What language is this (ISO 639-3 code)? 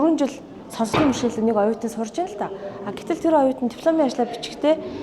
mon